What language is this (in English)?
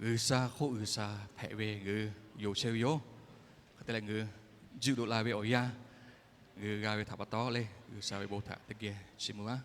Lahu